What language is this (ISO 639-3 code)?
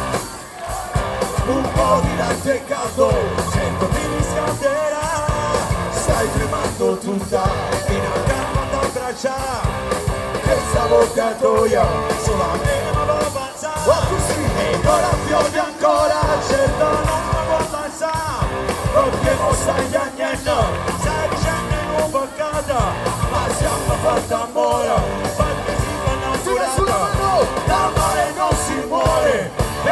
ita